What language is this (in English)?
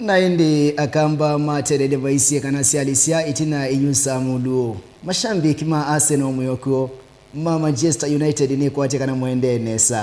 Kamba